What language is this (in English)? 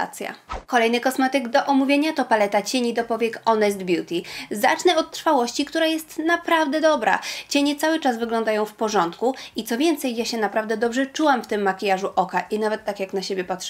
Polish